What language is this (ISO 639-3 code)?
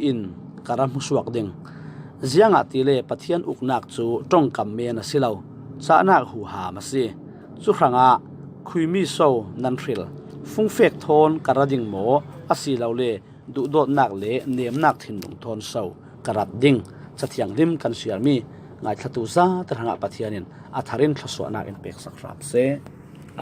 cfm